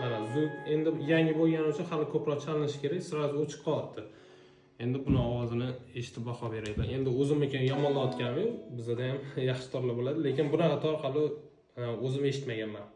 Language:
Uzbek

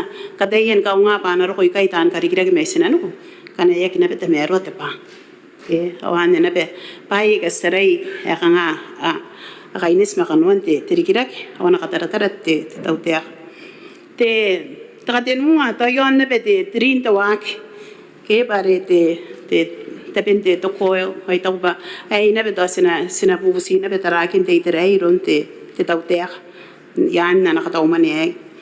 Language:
Gilbertese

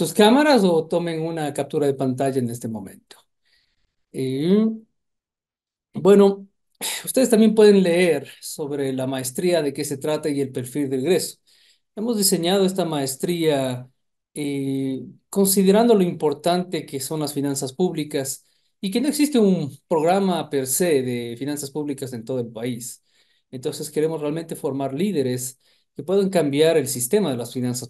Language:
Spanish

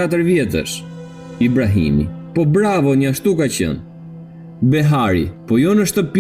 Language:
Albanian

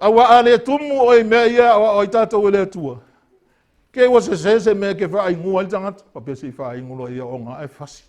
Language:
Samoan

